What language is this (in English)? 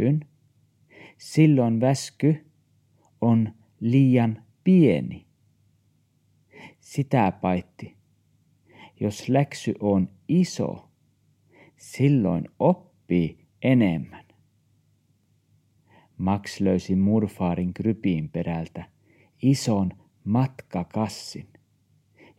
Finnish